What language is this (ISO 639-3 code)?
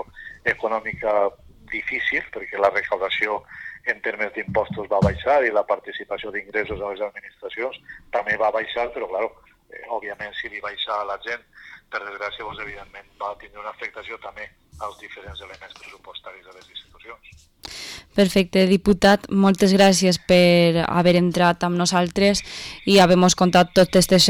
cat